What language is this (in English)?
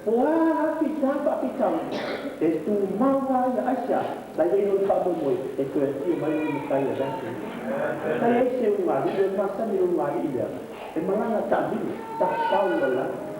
Samoan